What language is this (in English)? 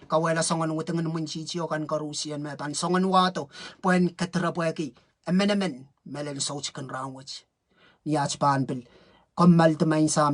Pohnpeian